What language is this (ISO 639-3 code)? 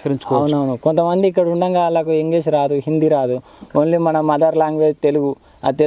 tel